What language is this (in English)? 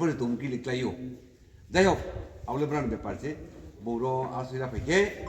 Riang (India)